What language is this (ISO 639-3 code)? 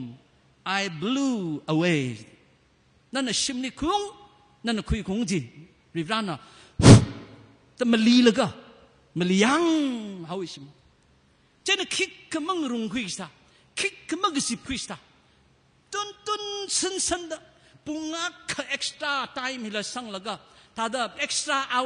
nmf